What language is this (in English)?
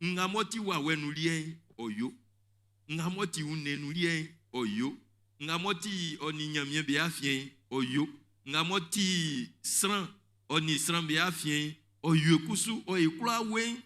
Baoulé